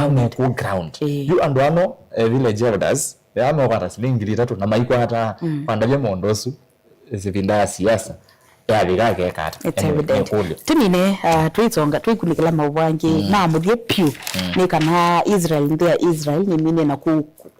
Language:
Kamba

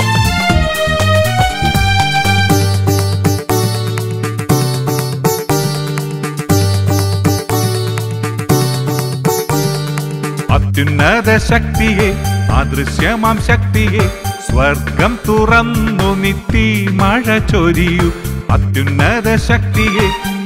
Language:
Malayalam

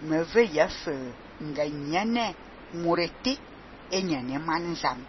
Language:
Fang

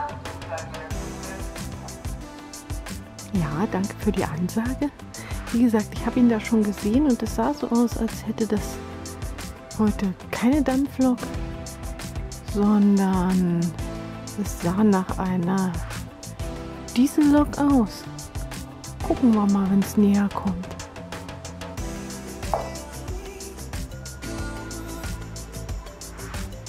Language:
German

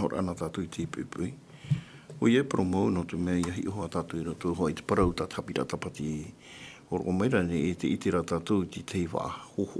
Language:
Tahitian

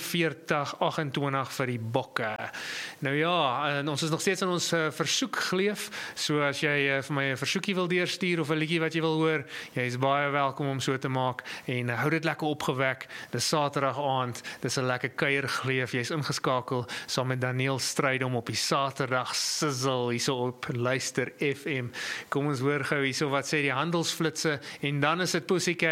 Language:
Afrikaans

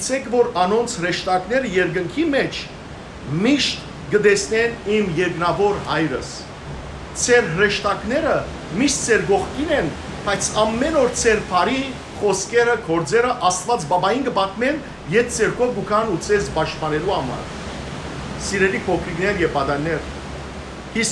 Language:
Western Armenian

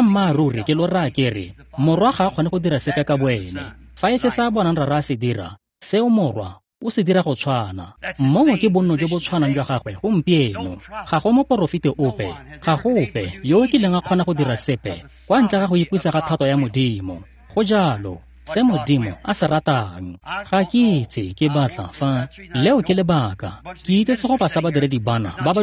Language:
Tswana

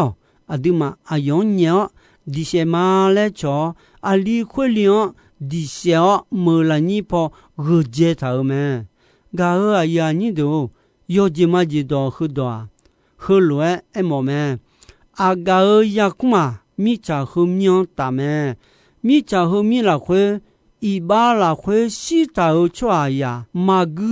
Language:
Akha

